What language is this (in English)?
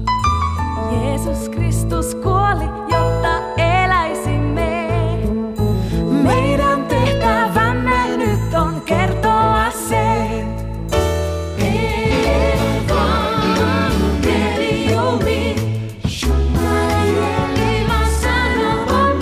Finnish